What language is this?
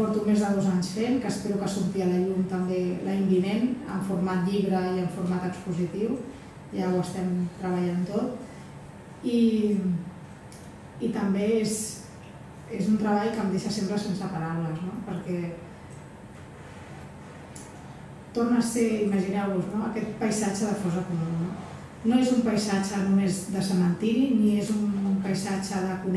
Catalan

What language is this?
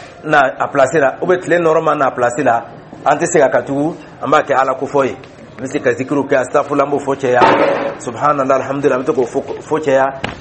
Dyula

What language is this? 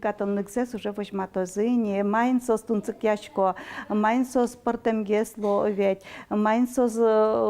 Udmurt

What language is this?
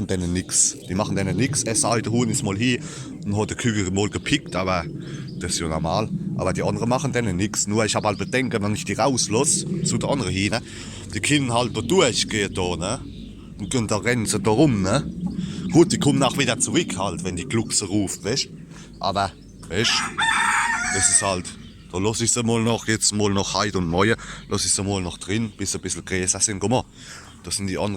Palatine German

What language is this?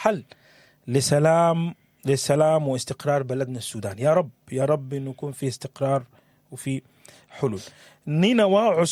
Sudanese Arabic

